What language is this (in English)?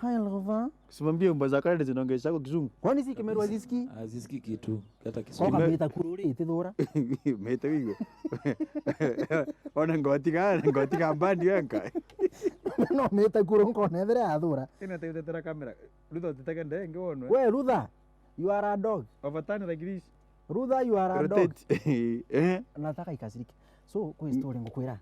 Meru